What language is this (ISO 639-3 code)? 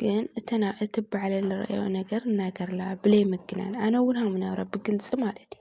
tir